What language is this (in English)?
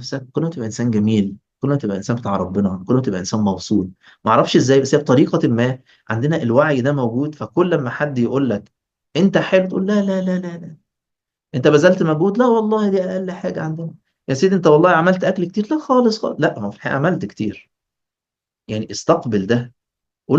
Egyptian Arabic